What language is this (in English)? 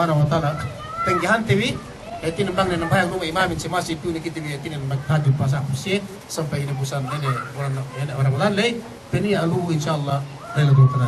Yakan